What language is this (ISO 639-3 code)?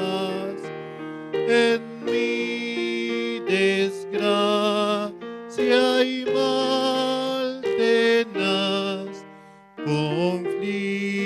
aym